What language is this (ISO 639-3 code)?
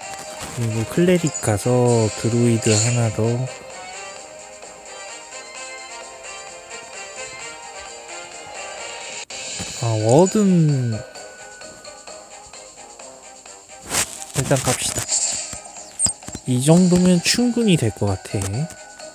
kor